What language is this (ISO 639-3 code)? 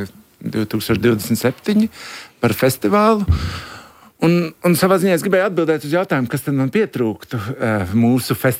lav